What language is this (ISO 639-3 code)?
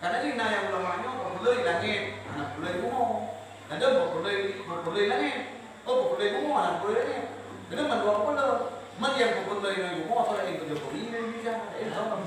ace